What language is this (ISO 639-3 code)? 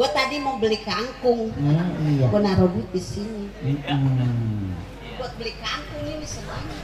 bew